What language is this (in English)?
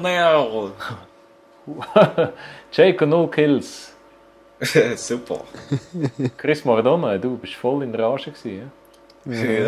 Swiss German